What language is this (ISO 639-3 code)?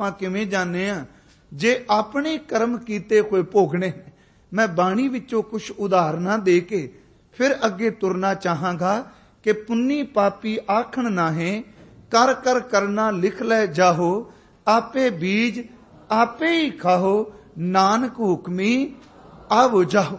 pan